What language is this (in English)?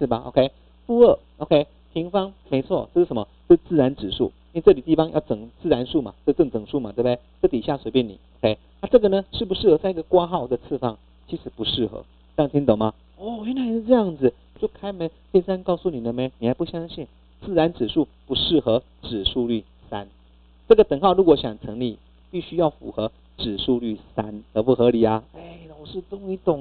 Chinese